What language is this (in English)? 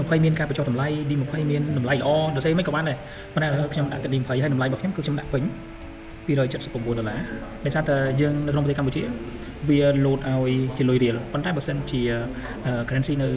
Khmer